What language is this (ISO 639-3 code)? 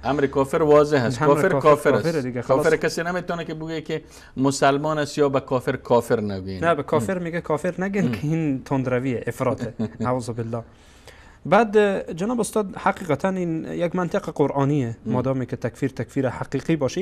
fas